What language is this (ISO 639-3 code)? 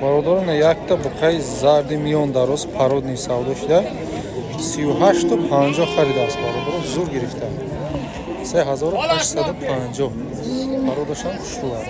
tgk